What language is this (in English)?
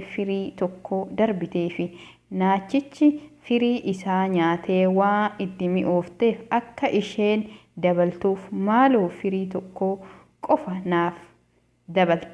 Oromo